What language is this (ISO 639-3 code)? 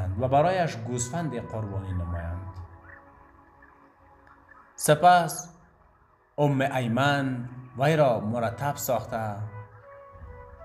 fas